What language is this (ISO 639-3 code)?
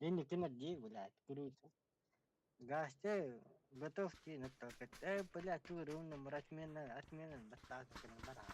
sah